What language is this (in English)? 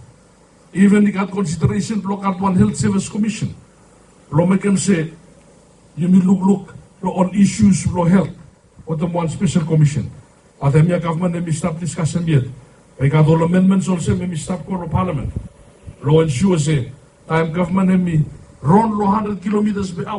Bislama